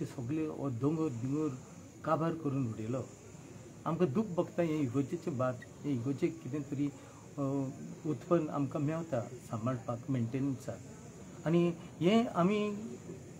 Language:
Konkani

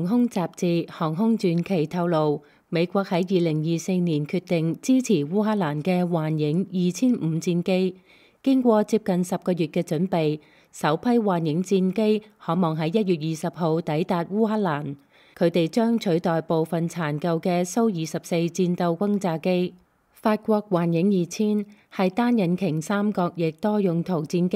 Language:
Cantonese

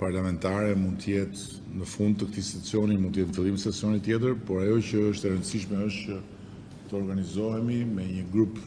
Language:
Albanian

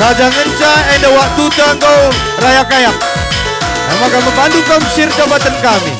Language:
Batak Karo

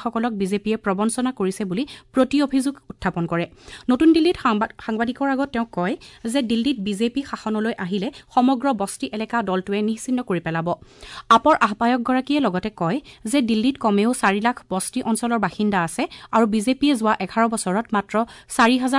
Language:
Assamese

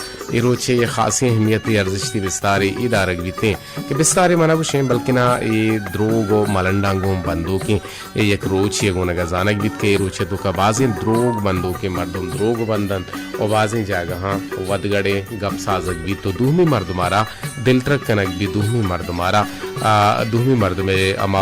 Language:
Baluchi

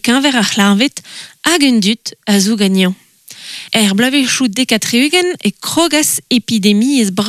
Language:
Breton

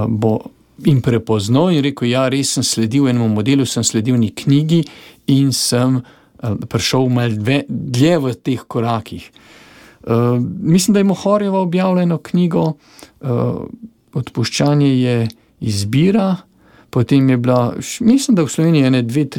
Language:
Slovenian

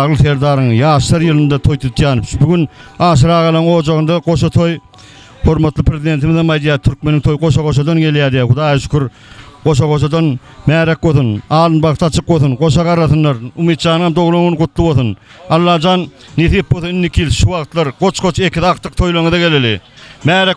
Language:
Turkmen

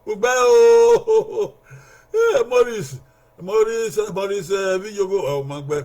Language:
Bini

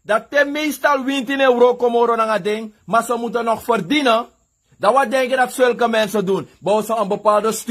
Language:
Sranan Tongo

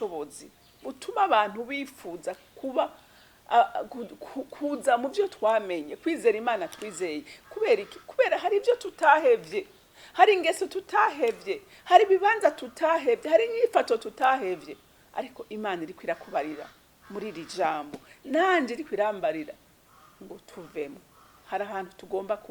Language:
Rundi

